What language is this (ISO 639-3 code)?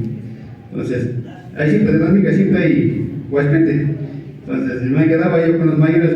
qvi